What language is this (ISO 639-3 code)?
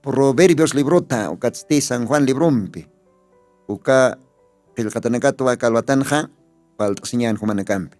aym